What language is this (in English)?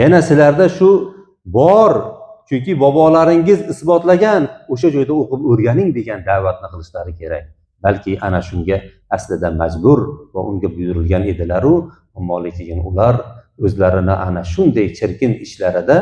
Uzbek